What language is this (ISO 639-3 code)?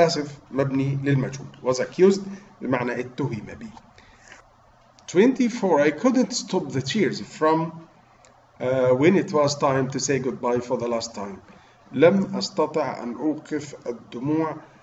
arz